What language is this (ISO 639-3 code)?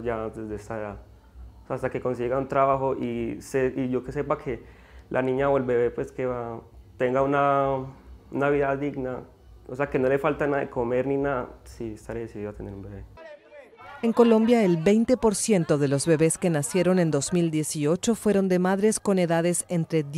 spa